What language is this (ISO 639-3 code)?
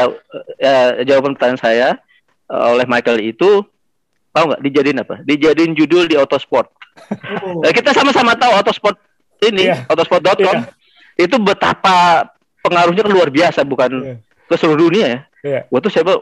ind